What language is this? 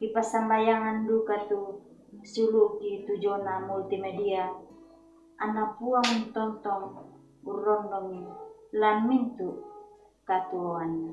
Toraja-Sa'dan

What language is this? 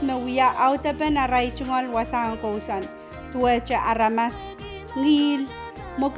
Pohnpeian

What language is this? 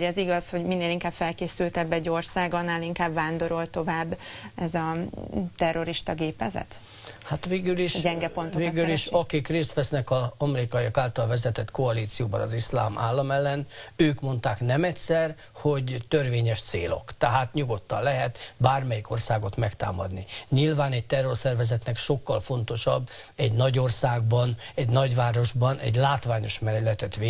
Hungarian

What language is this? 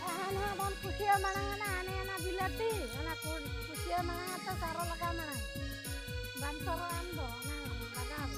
Santali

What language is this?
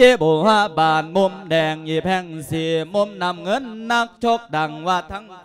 Lao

